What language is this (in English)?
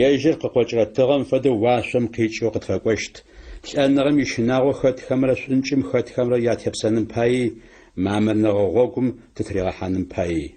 Adyghe